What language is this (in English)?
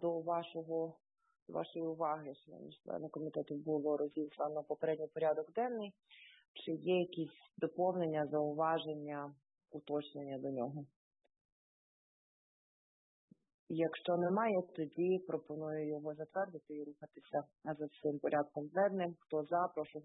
Ukrainian